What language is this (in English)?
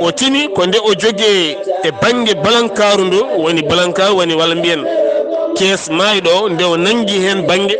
Fula